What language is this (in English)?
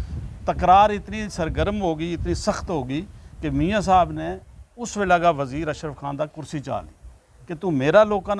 Gujari